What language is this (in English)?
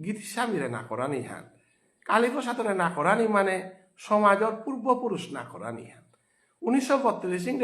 Bishnupriya